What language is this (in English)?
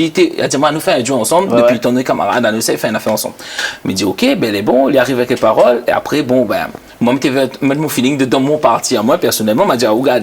Réunion Creole French